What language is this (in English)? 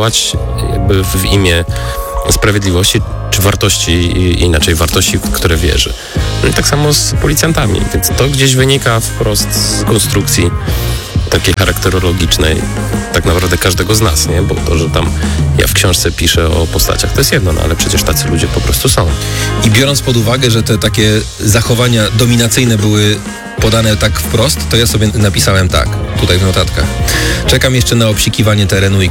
Polish